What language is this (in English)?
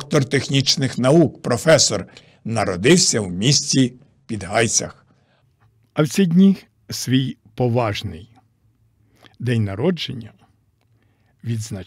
Ukrainian